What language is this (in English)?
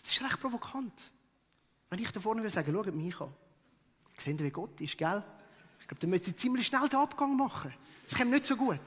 Swiss German